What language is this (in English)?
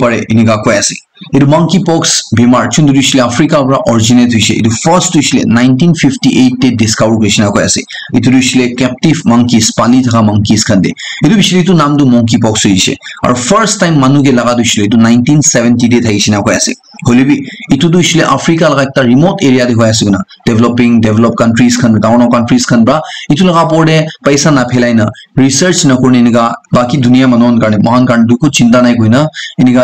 Naga Pidgin